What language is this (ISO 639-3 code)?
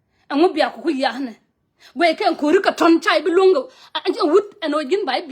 nus